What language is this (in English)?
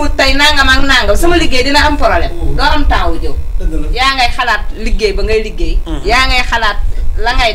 Wolof